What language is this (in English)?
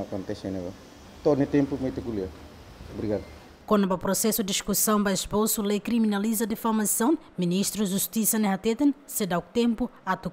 Tetum